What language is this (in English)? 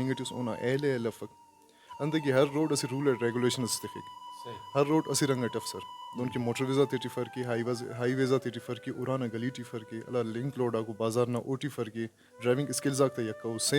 Brahui